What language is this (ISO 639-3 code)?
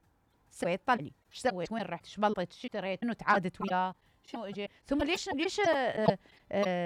acm